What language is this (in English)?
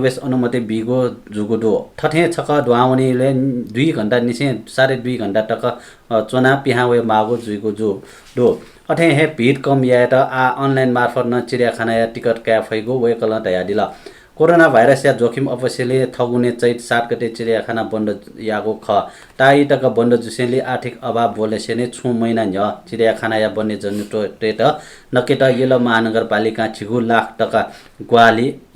Newari